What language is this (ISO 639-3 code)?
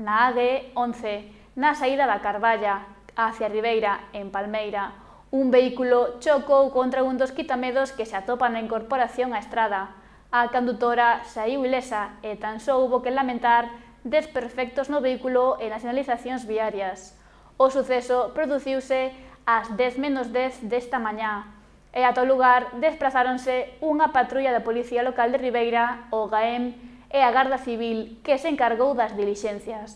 glg